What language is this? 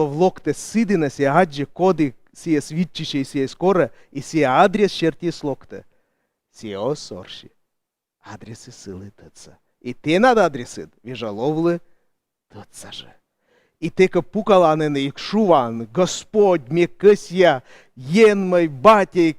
Komi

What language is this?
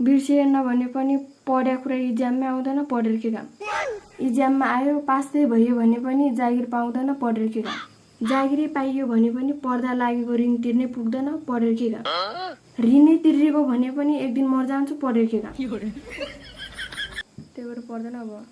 Nepali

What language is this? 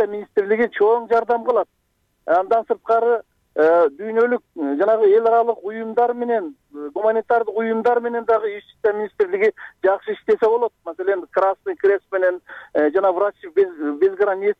Kyrgyz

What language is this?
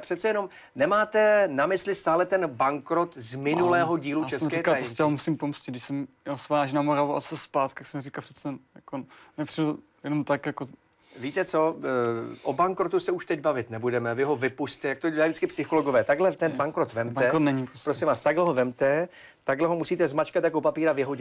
Czech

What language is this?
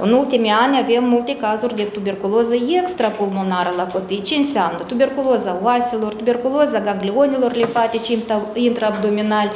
Romanian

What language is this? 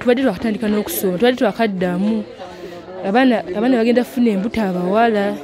Ganda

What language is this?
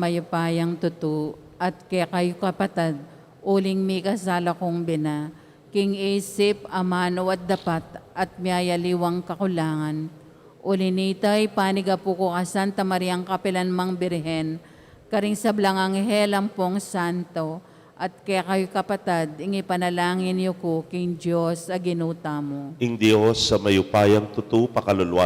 Pampanga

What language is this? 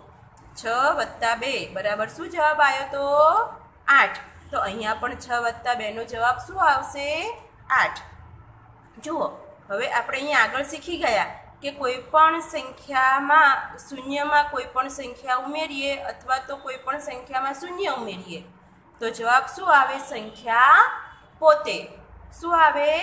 Gujarati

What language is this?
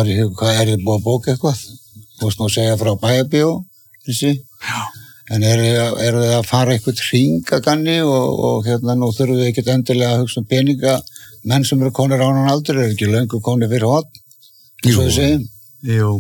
Icelandic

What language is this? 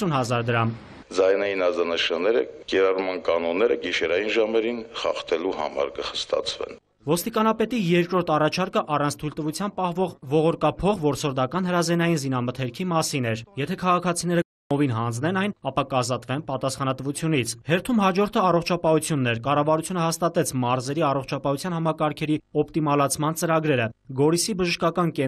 Armenian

